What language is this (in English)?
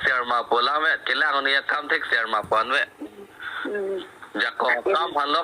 Karbi